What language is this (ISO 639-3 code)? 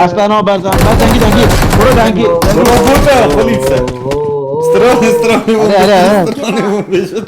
kur